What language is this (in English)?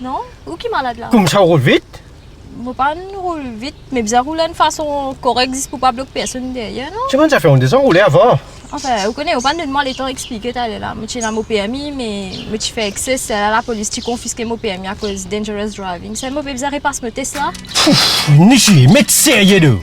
Morisyen